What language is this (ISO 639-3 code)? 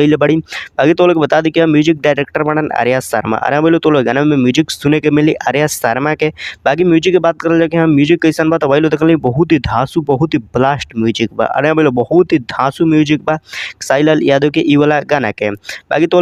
bho